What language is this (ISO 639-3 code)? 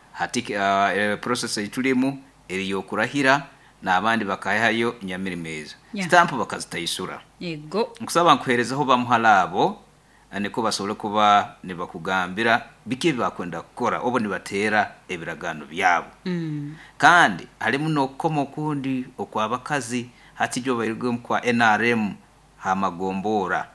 nyo